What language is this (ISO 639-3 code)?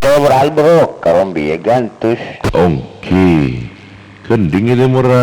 mad